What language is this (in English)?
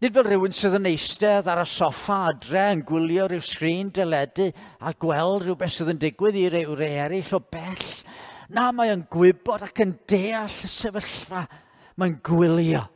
Welsh